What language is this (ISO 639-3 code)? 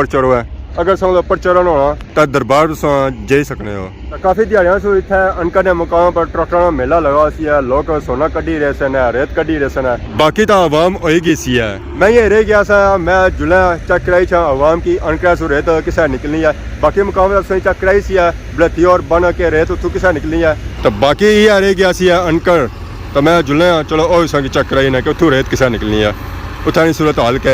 phr